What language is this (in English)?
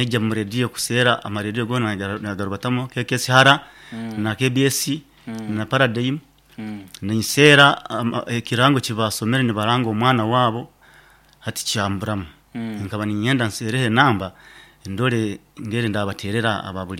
Nyankole